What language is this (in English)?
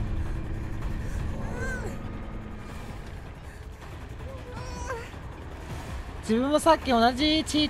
Japanese